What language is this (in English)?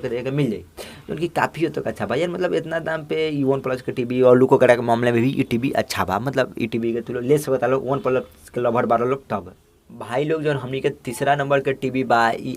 Bhojpuri